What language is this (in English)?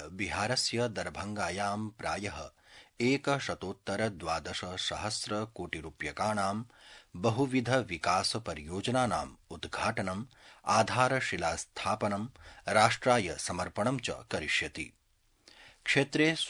Sanskrit